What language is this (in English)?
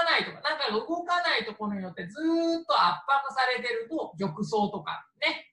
Japanese